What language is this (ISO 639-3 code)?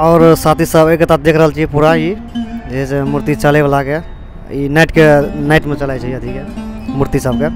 mai